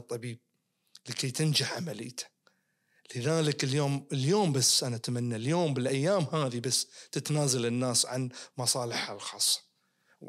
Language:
Najdi Arabic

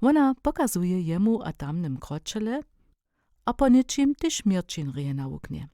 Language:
Upper Sorbian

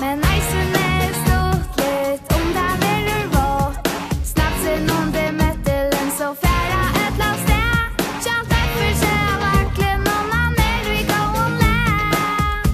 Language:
Faroese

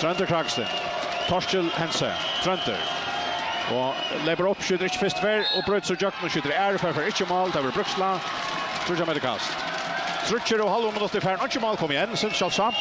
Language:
Faroese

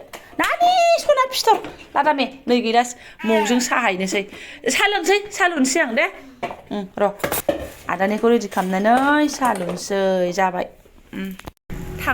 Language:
Bodo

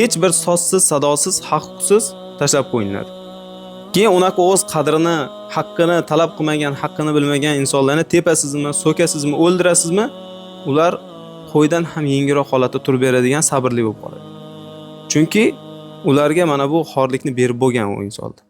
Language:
Uzbek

